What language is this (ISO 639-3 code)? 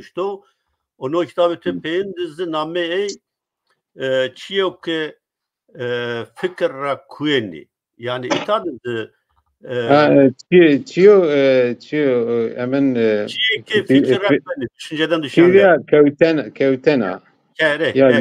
zza